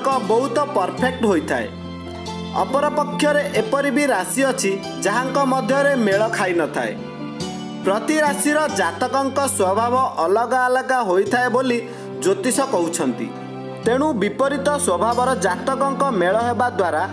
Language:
Odia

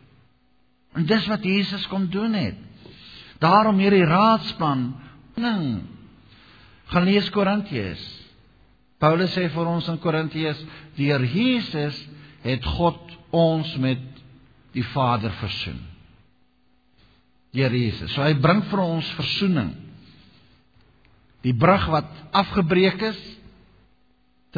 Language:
Afrikaans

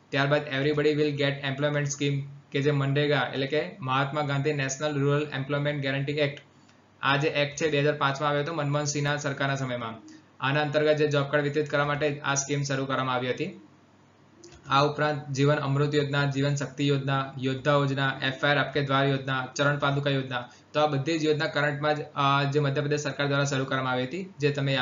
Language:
Gujarati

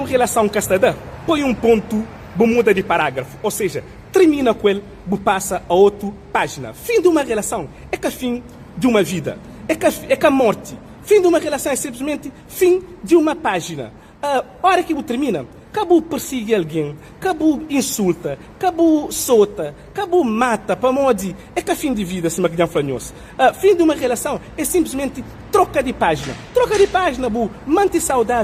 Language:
Kabuverdianu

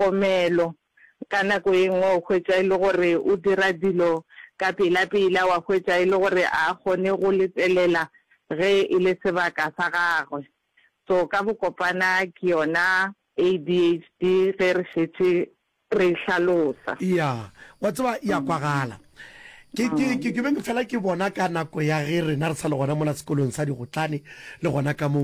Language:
Northern Sotho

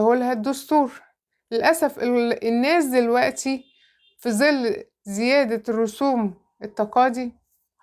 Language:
Egyptian Arabic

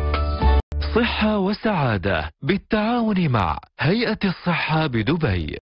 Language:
Arabic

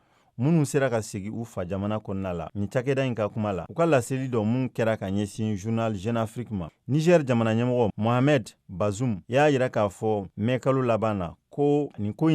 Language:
Bambara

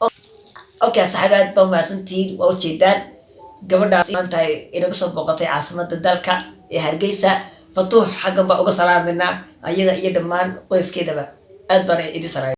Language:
Somali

